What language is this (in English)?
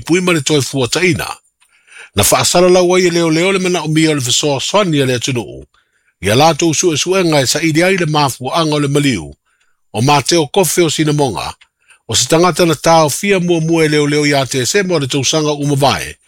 Samoan